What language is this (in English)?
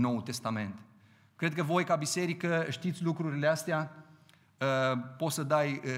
Romanian